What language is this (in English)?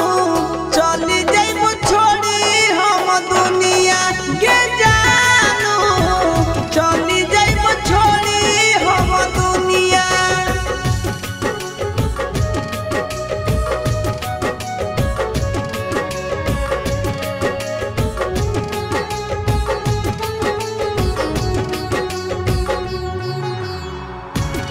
Bhojpuri